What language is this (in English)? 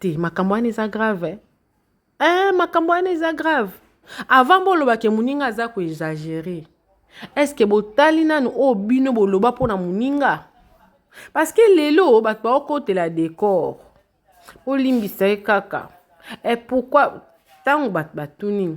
Lingala